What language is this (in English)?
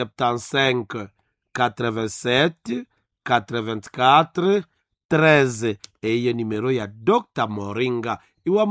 Nande